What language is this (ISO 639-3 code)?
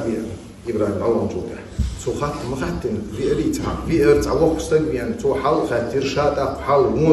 che